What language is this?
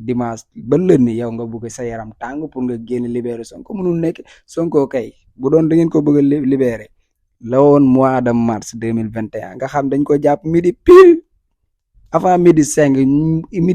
Wolof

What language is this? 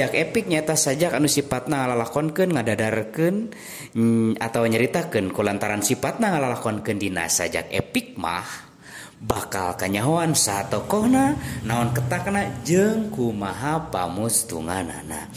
Sundanese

